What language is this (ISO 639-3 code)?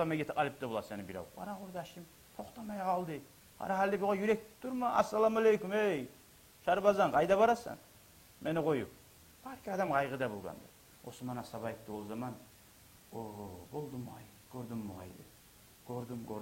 kum